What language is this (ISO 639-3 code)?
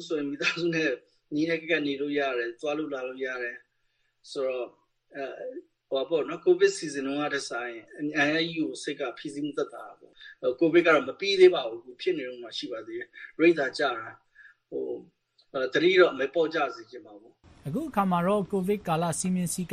mya